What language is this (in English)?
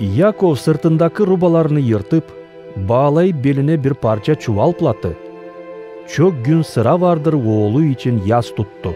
Gagauz